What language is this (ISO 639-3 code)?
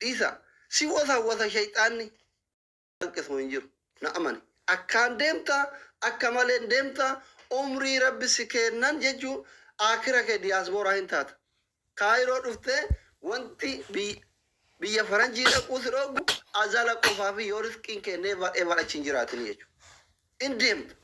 orm